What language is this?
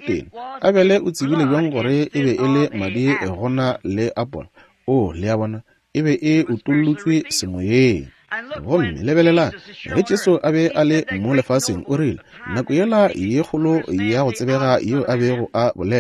Northern Sotho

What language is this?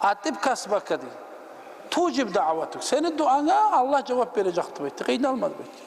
Kumyk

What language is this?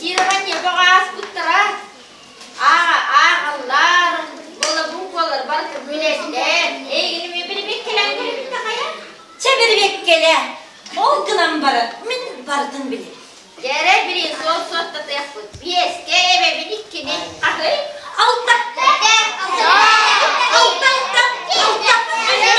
Yakut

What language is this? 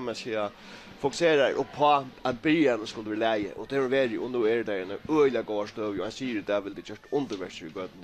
Faroese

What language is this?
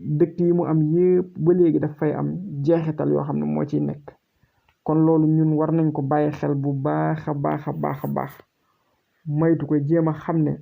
Wolof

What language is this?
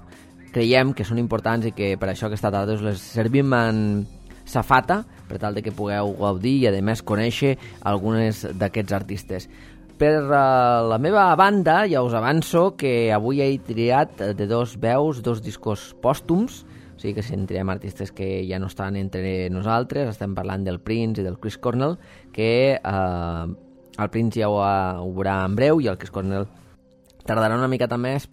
Catalan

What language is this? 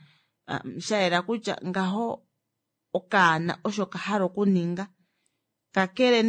Kuanyama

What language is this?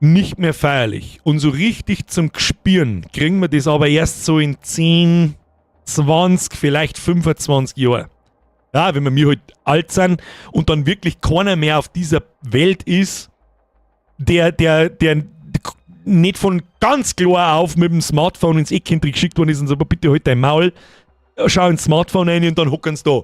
Bavarian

